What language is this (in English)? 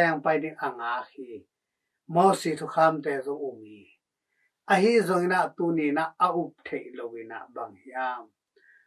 Tedim Chin